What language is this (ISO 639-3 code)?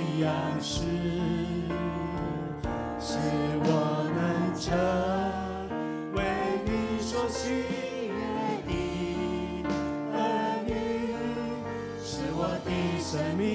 zho